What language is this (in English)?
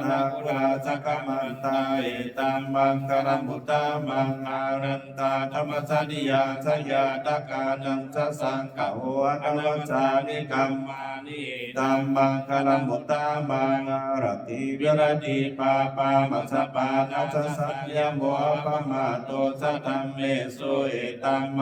Pali